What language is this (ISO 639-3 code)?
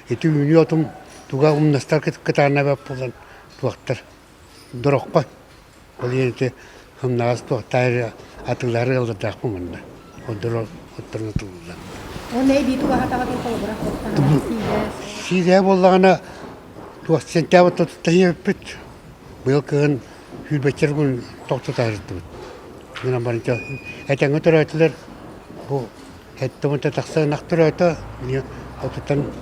sah